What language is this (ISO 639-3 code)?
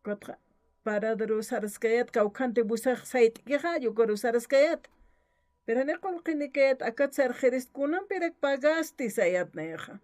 aym